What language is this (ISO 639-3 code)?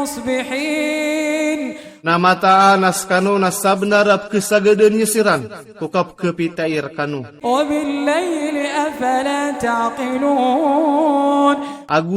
mrw